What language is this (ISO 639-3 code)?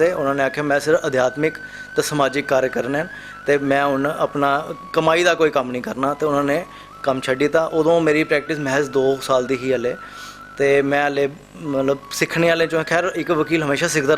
doi